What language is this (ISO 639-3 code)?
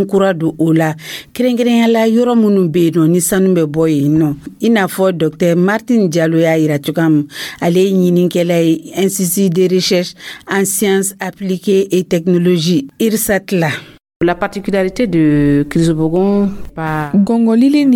dyu